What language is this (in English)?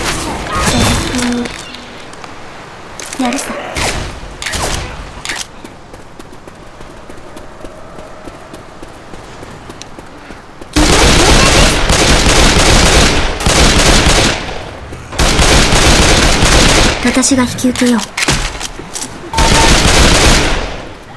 Japanese